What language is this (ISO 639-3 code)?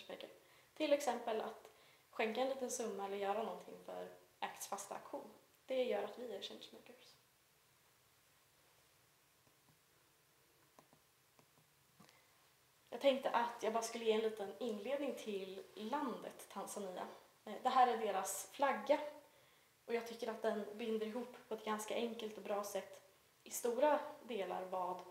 swe